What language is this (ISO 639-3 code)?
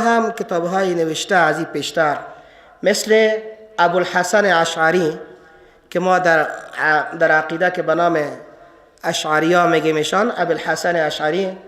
fas